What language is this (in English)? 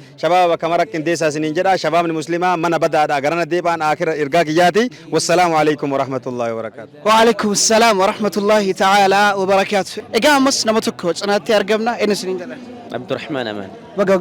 Oromo